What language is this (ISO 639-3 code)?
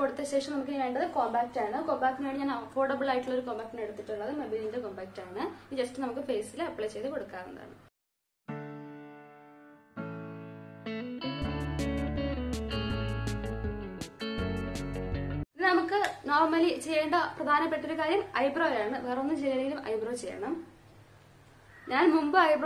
mal